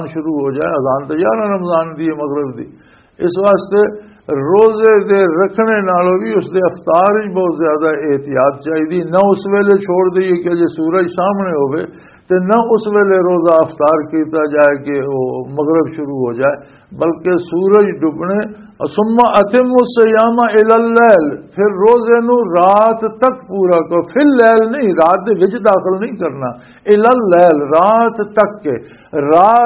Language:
Western Panjabi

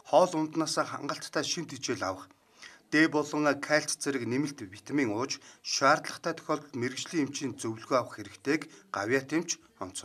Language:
Mongolian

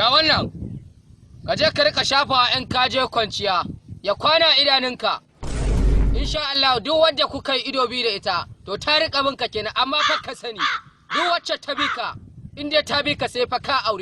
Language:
Hausa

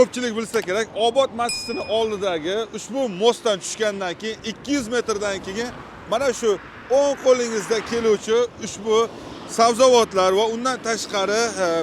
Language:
Uzbek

